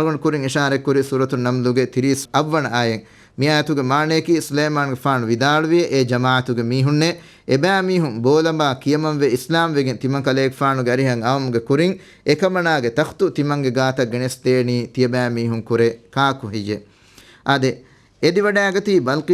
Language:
Divehi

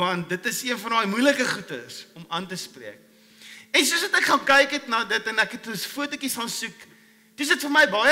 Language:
Afrikaans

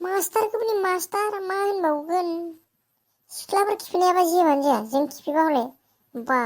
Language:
Bodo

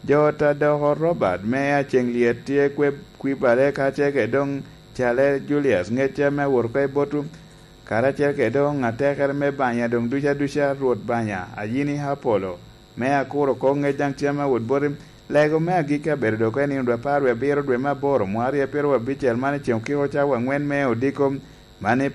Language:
Lango (Uganda)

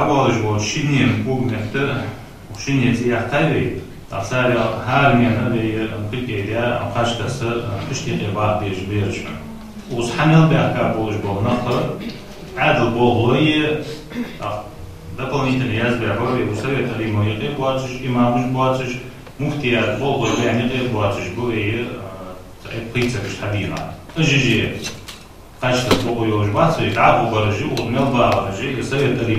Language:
Ingush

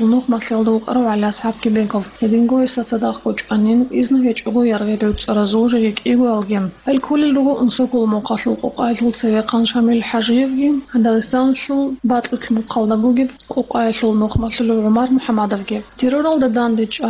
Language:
Avaric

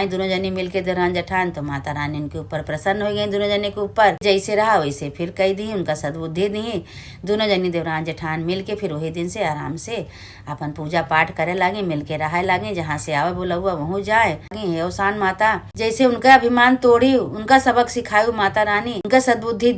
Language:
Awadhi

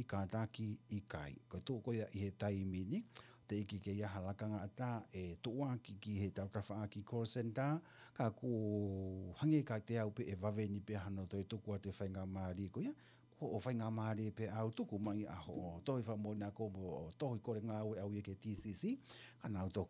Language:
Tongan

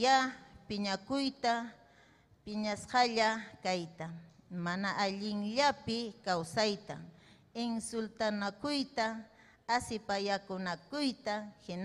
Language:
Ayacucho Quechua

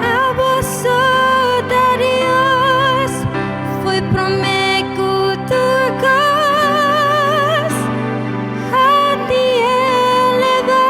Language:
Papiamento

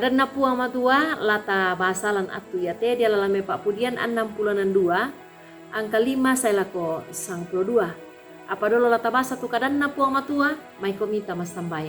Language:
Toraja-Sa'dan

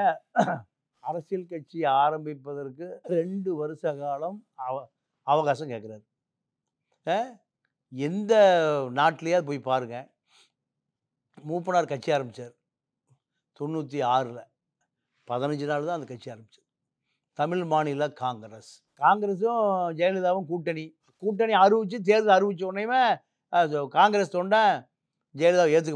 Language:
Tamil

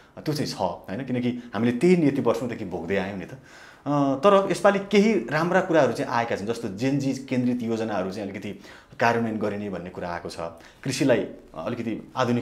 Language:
Nepali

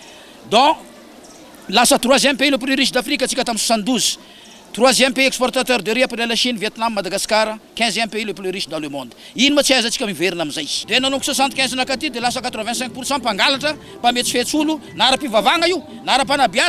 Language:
Malagasy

